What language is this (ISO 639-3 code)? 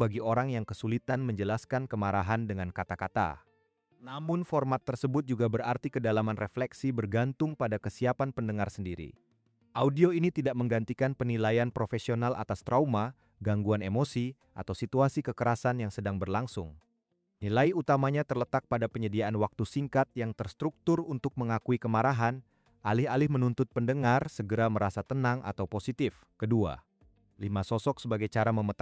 ind